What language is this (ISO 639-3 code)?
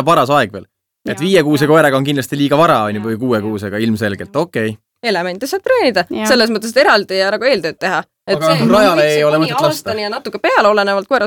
est